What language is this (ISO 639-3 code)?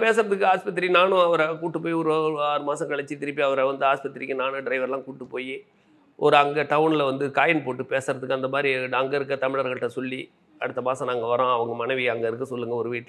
tam